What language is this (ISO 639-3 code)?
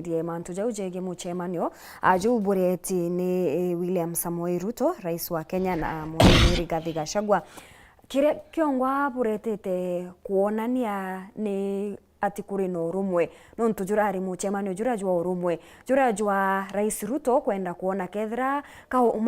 mer